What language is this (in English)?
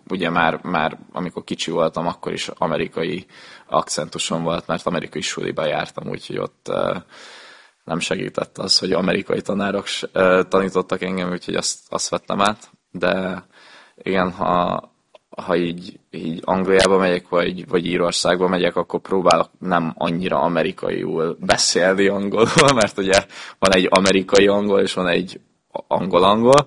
Hungarian